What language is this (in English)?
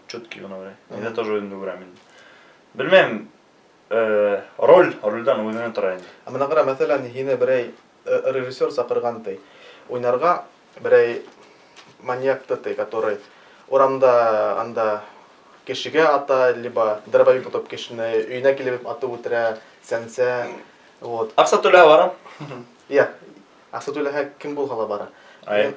Bashkir